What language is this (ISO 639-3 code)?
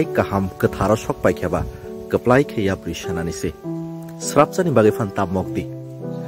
trp